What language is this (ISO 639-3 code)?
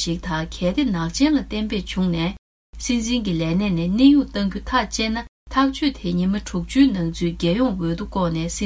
bod